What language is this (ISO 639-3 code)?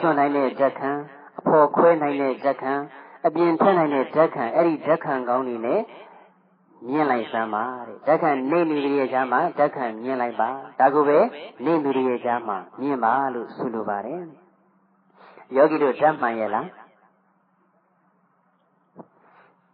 mya